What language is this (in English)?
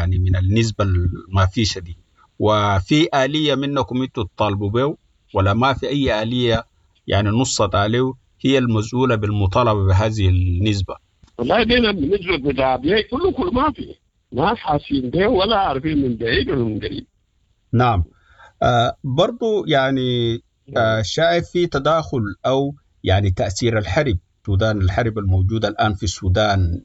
Sudanese Arabic